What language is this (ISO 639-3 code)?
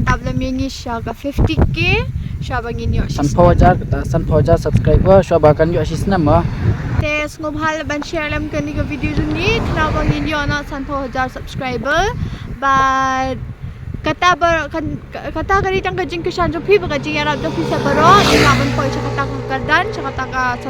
kha